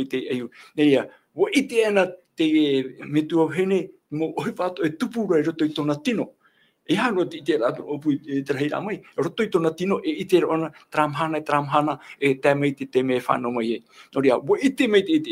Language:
Tahitian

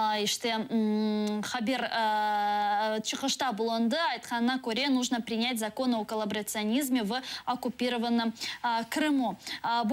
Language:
Crimean Tatar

